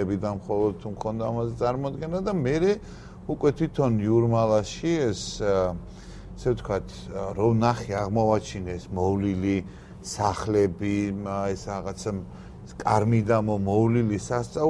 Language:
Georgian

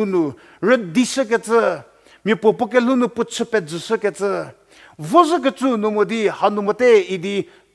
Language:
Angami Naga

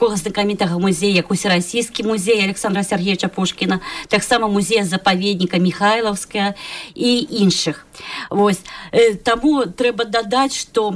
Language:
Belarusian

